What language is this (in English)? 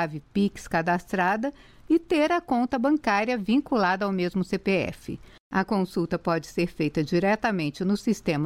Portuguese